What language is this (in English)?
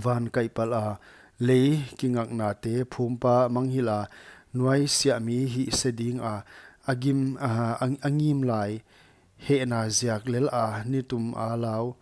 Paite Chin